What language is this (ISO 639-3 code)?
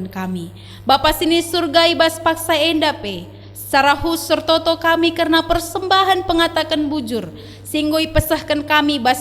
btx